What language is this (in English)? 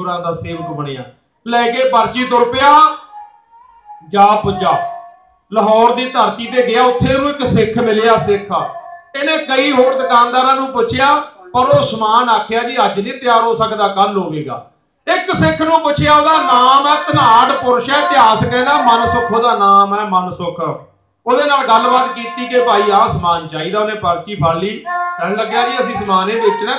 Punjabi